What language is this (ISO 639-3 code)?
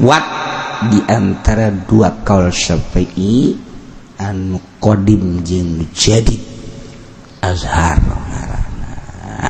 sun